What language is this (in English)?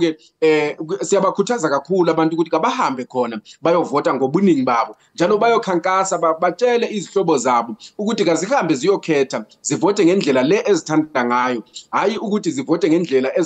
Zulu